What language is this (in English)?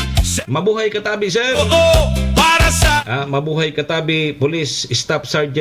Bikol